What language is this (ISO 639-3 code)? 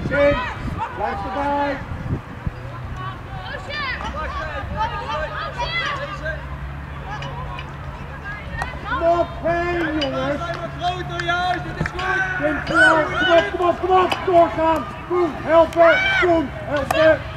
nld